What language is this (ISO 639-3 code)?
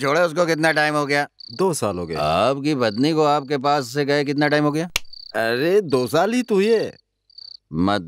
hin